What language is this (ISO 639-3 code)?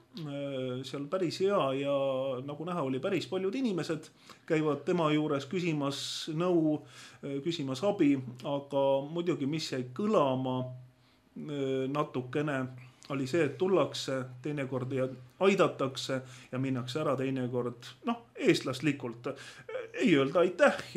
est